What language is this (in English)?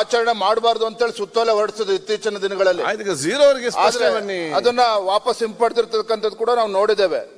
Kannada